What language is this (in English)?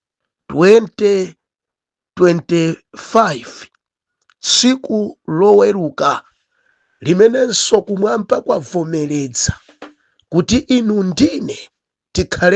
Nyanja